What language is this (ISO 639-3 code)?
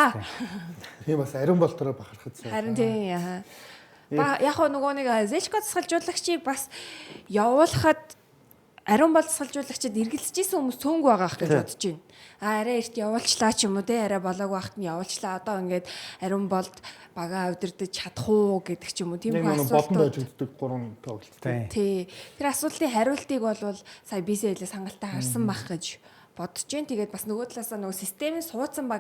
mon